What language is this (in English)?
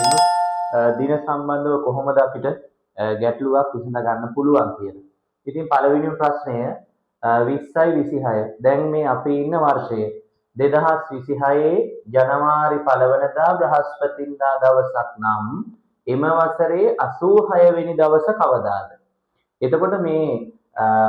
Sinhala